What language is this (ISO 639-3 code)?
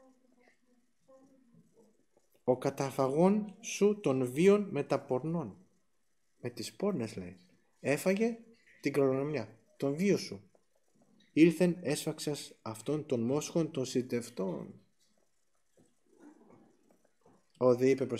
ell